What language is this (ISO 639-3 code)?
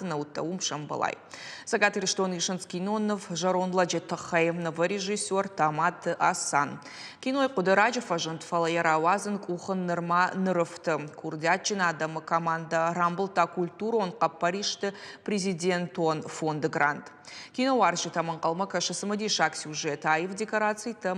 oss